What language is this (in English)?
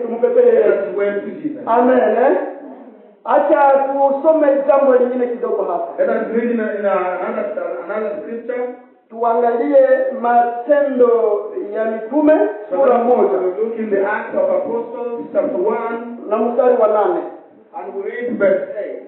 Swahili